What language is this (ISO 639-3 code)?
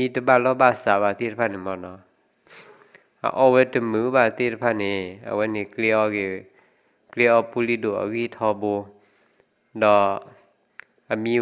ksw